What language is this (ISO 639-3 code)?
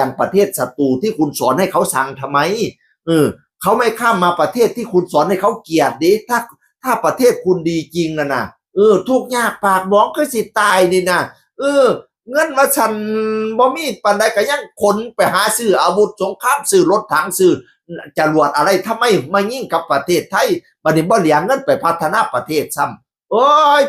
tts